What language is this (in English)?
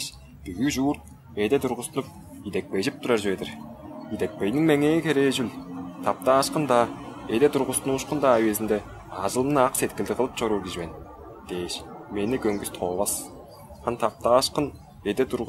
Tuvinian